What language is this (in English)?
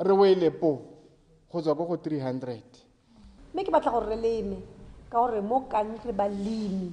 Tswana